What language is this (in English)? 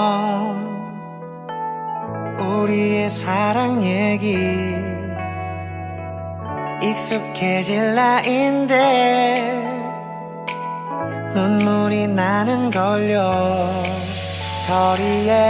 Korean